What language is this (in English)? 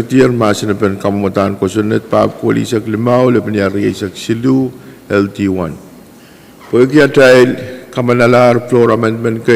Pohnpeian